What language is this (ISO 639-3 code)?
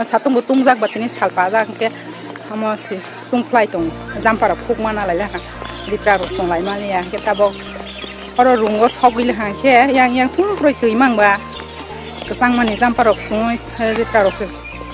trp